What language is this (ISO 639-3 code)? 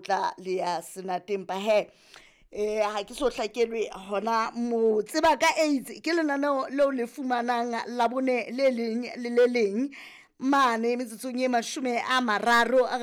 sot